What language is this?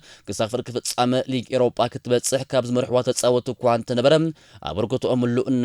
Tigrinya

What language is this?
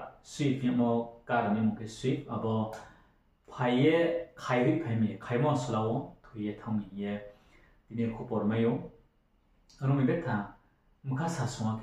Riang (India)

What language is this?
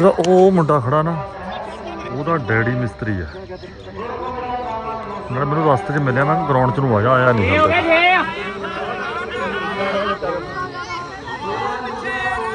Punjabi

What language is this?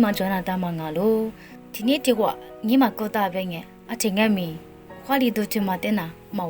Lisu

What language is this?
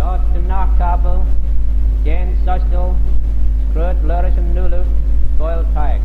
Manx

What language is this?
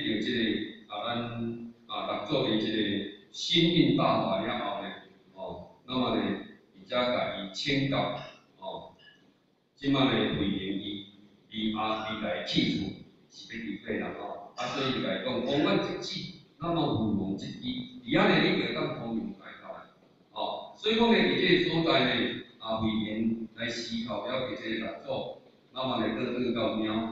Min Nan Chinese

